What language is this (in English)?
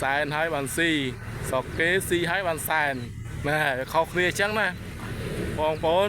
Khmer